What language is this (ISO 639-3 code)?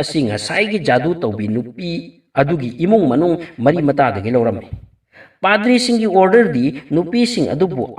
mni